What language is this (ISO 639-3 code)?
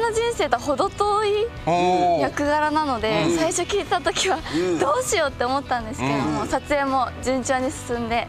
jpn